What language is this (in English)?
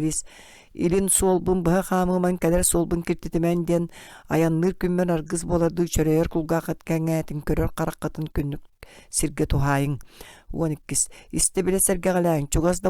Yakut